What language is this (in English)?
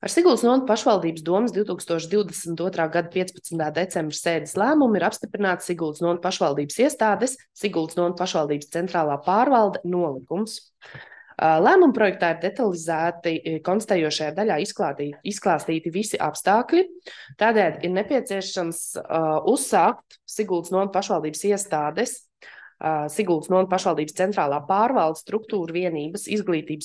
Latvian